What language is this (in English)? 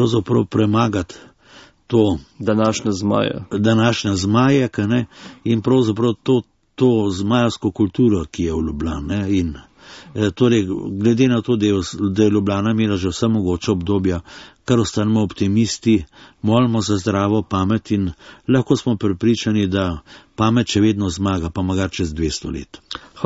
Slovenian